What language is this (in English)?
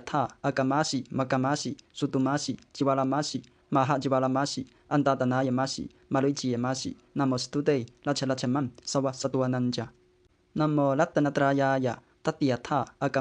Pali